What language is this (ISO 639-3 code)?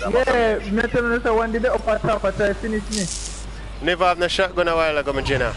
jam